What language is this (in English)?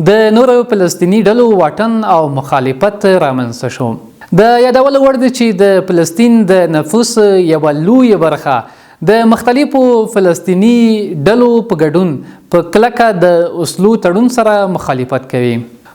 Pashto